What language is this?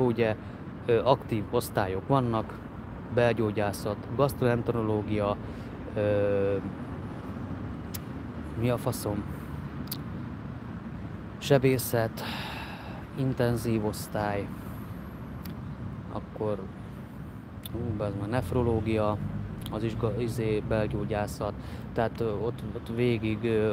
Hungarian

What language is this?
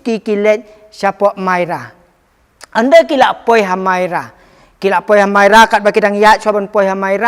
Khasi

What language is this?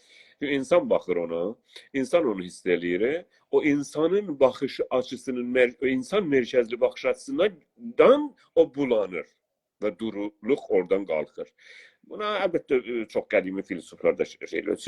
South Azerbaijani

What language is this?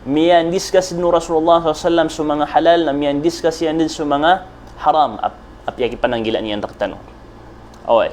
Maranao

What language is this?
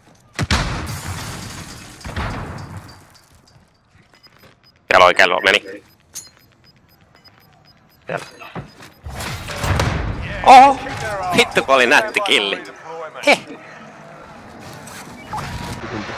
Finnish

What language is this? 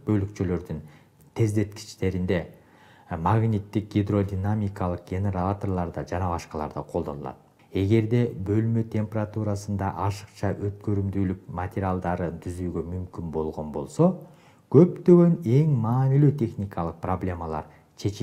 Kyrgyz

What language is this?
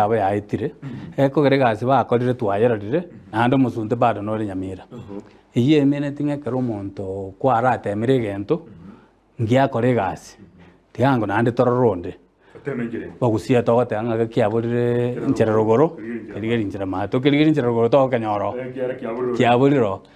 Gusii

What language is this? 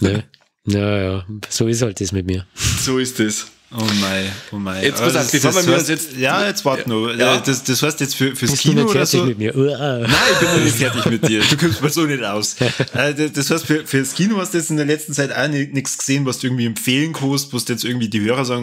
Bavarian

